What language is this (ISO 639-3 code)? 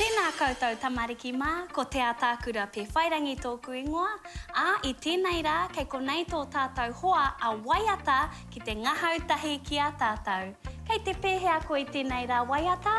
mri